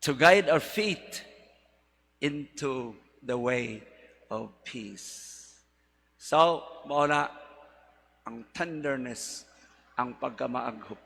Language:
Cebuano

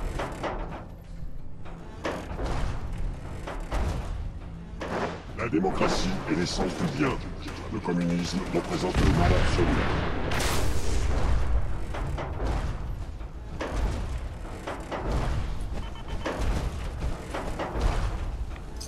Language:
French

